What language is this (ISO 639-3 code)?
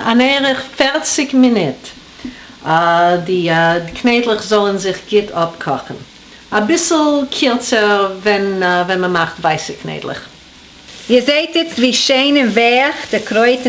yid